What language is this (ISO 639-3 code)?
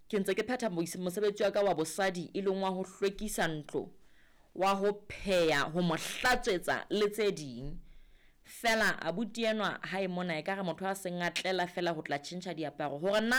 sot